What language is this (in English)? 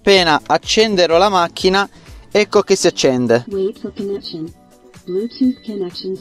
Italian